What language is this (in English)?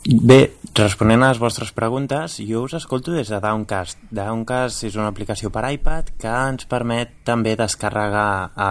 Catalan